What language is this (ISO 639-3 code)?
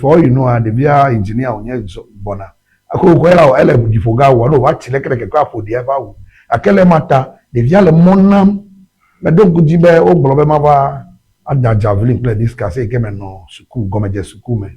ewe